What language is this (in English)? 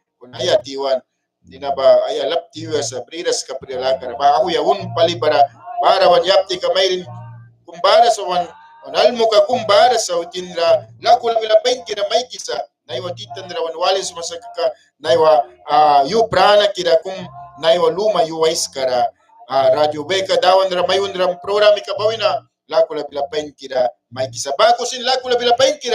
Mískito